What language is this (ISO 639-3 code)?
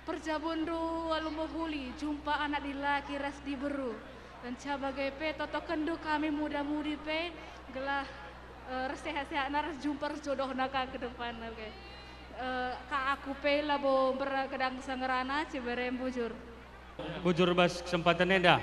btx